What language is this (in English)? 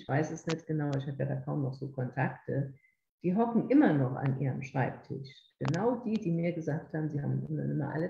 German